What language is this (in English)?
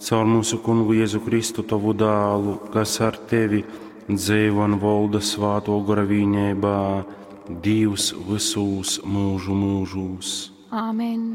Latgalian